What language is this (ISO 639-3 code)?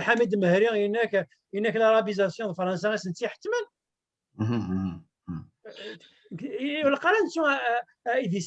kab